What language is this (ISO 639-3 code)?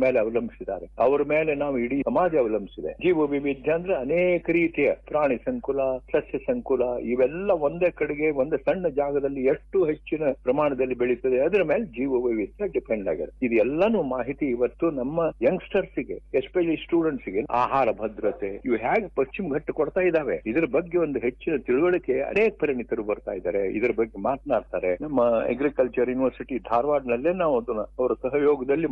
kan